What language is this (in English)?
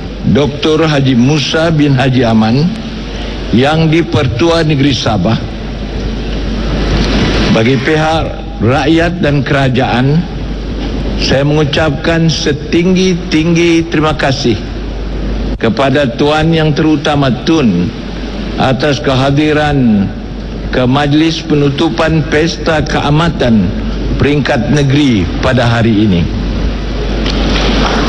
Malay